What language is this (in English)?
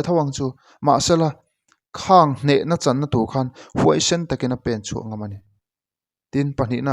Mizo